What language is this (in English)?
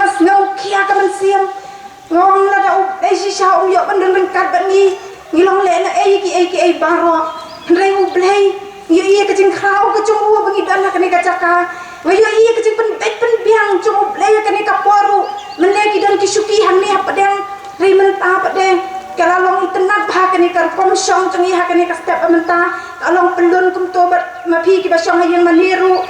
Khasi